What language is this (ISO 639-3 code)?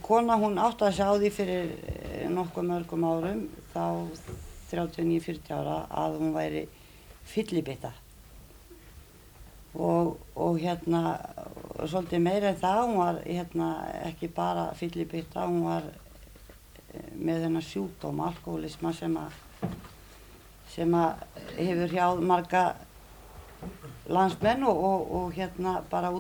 isl